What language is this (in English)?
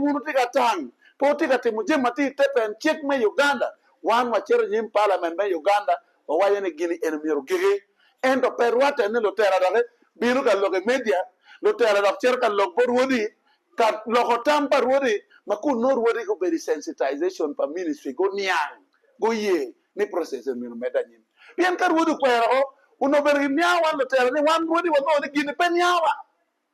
Acoli